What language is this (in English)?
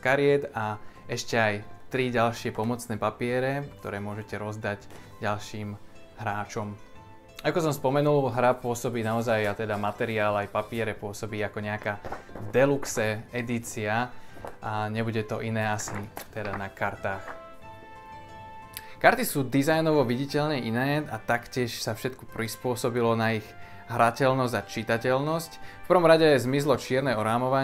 Slovak